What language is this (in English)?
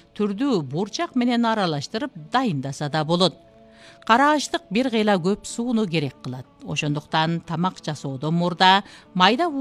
Kyrgyz